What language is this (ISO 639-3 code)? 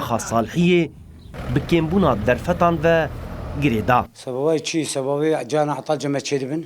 kur